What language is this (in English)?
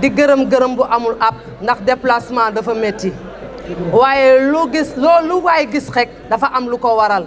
Wolof